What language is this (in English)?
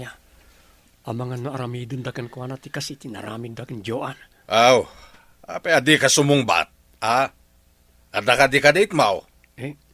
Iloko